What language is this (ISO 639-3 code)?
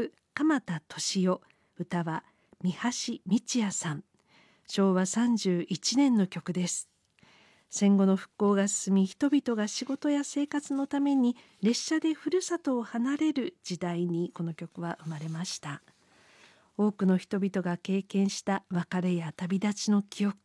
jpn